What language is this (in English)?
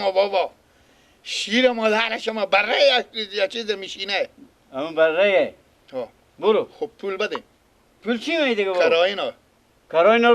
Persian